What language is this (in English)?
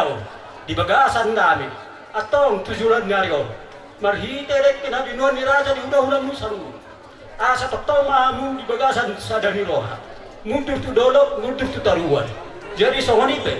Batak Toba